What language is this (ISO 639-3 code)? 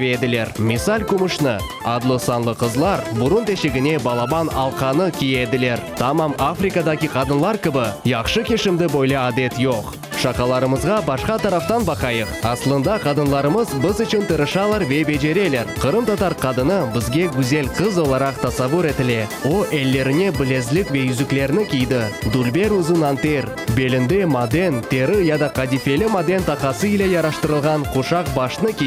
crh